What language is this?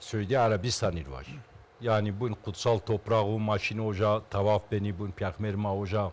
Zaza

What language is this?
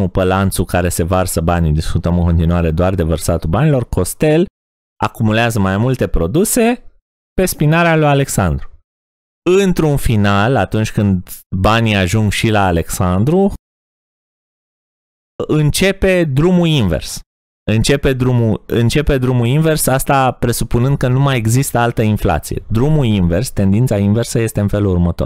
Romanian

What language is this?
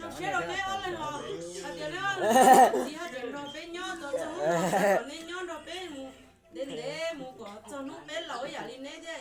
Hmong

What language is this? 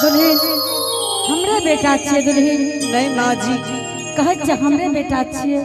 Angika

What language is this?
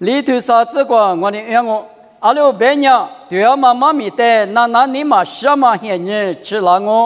Lisu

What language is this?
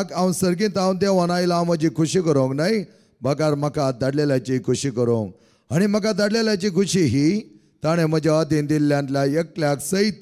Konkani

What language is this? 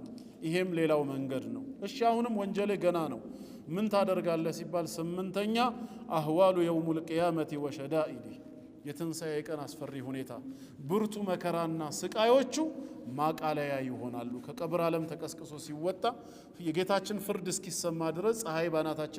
Amharic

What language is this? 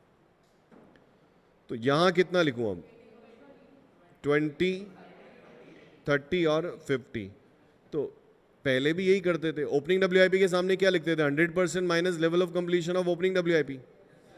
Hindi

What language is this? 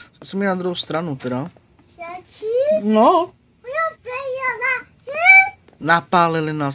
Czech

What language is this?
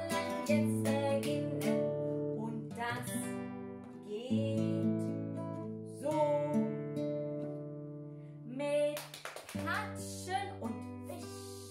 German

